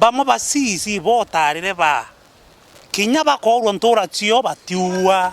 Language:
Meru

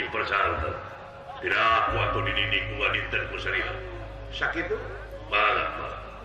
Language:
Sundanese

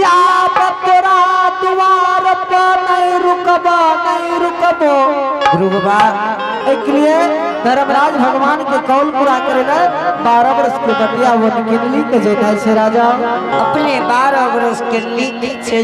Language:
Angika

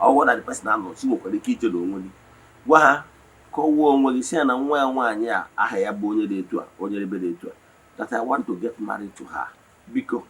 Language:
Igbo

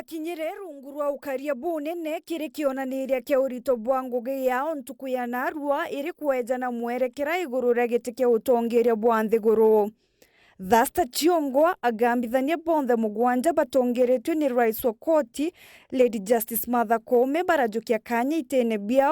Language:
Meru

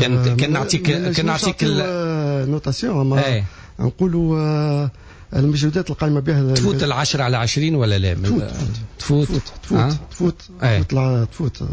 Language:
Tunisian Arabic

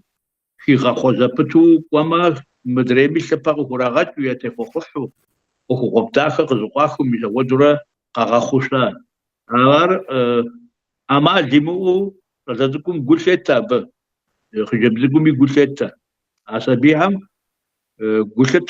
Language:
Kabardian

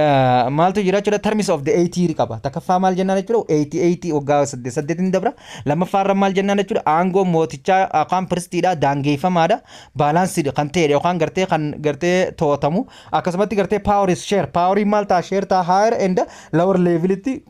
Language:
Oromo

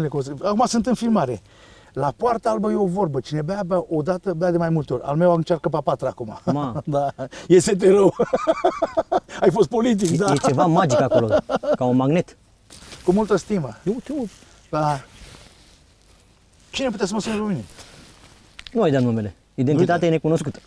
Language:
Romanian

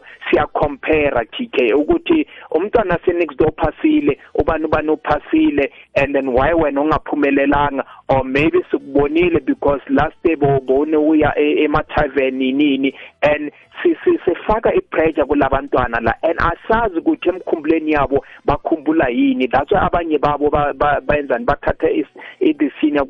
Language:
South Ndebele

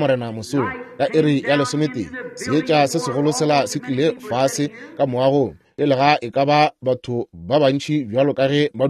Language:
Northern Sotho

